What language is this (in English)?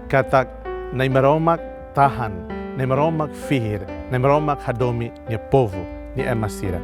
Tetum